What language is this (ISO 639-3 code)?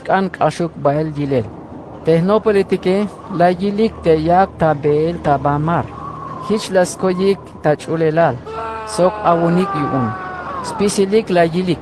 tzh